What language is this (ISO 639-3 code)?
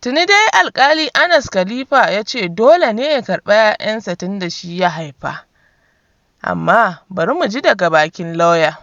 hau